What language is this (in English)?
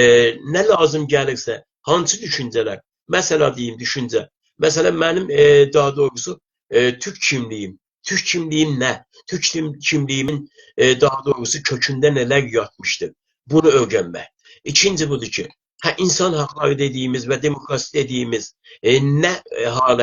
South Azerbaijani